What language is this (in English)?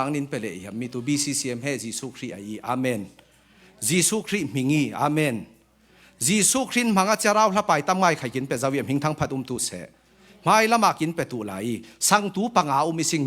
Falam Chin